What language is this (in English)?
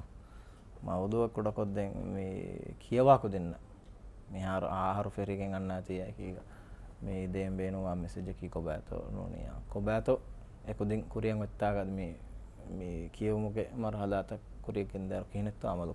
Divehi